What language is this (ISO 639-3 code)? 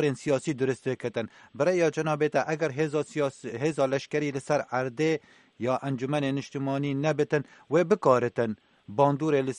kur